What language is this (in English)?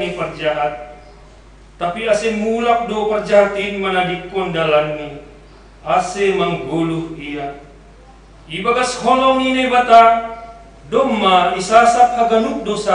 Batak Simalungun